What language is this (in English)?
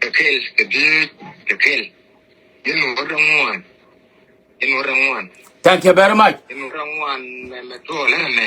Nuer